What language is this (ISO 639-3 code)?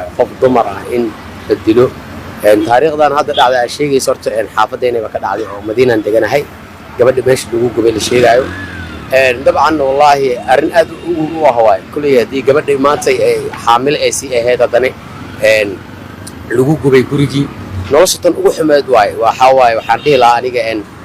som